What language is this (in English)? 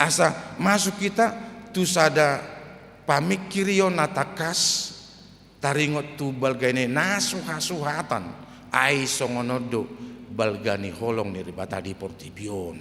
Batak Toba